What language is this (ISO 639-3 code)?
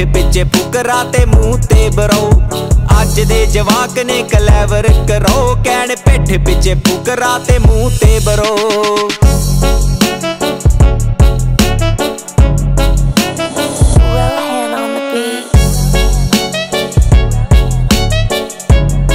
pan